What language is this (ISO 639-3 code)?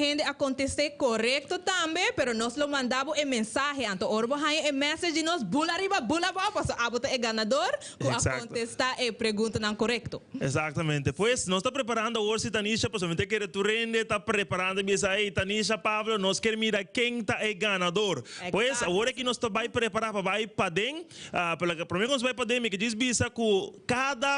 pap